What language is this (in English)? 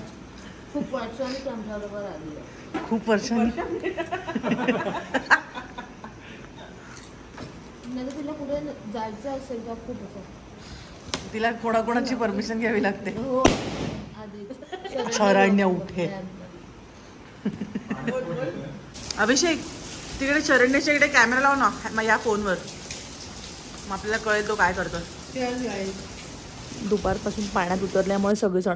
Marathi